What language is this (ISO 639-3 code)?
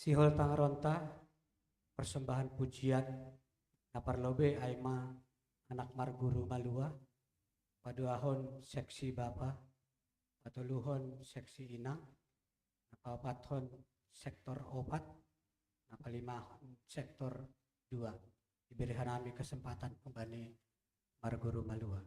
bts